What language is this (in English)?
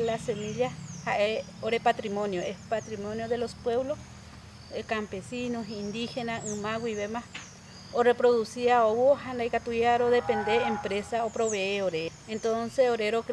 Guarani